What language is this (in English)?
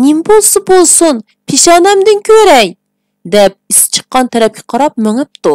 Uyghur